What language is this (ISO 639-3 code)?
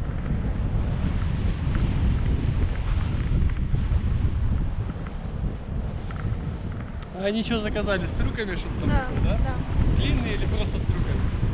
rus